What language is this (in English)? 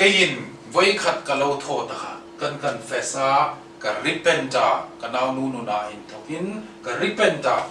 Hmar